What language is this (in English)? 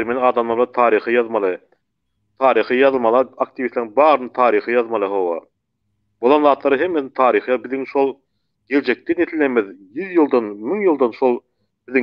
Turkmen